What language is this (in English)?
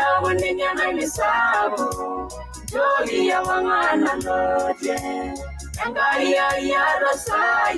Masai